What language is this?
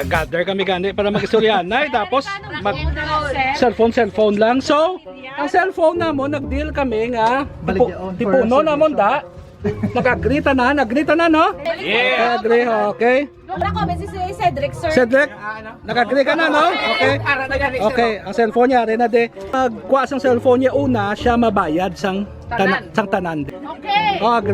Hiligaynon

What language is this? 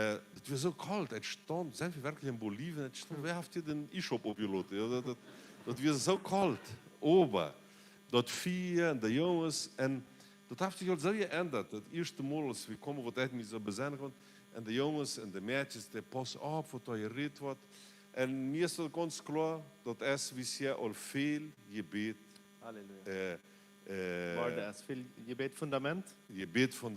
Plautdietsch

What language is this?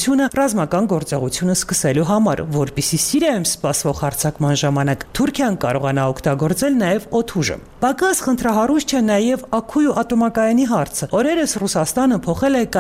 Armenian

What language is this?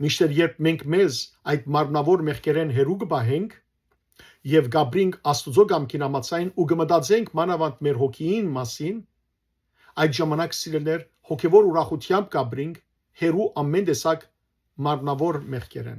Western Armenian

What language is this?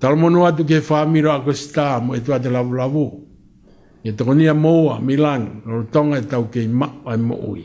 Tongan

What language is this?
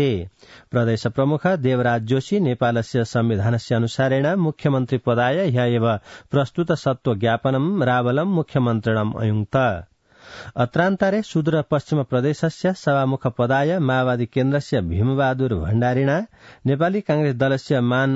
Sanskrit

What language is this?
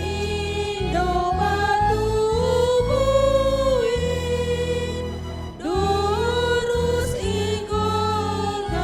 Batak Simalungun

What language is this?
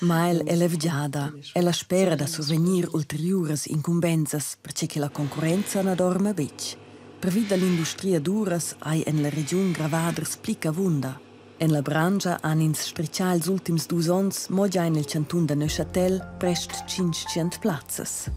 Romansh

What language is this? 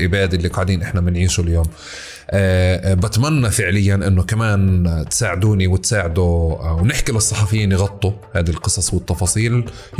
North Levantine Arabic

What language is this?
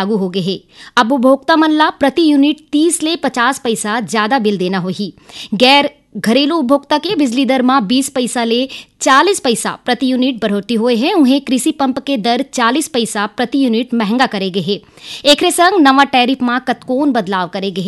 Chhattisgarhi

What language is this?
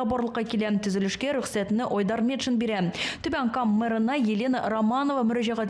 Tatar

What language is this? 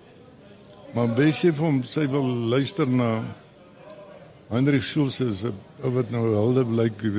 Afrikaans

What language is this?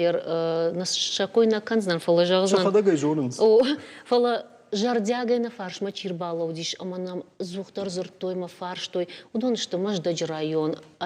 Ossetic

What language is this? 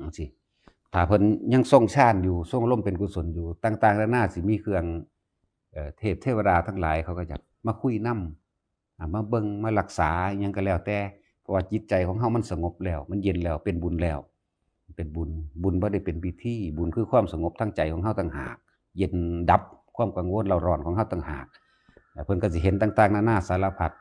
Northeastern Thai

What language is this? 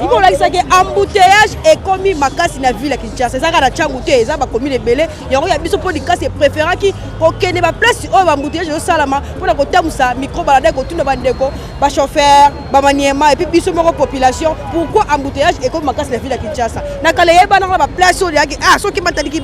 Lingala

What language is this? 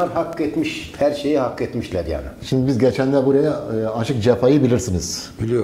Turkish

